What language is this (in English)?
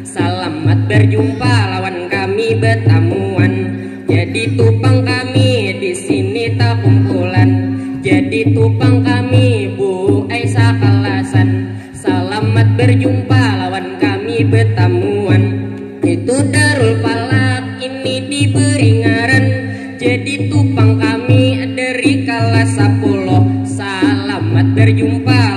Banjar